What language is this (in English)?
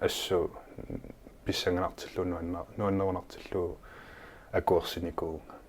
Kalaallisut